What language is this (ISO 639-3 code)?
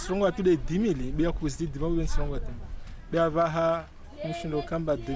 zdj